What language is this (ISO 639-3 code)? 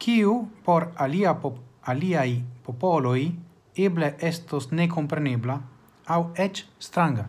epo